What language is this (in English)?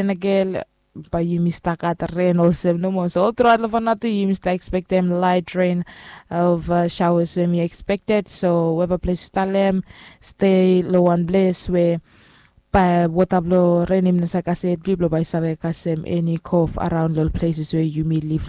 Bislama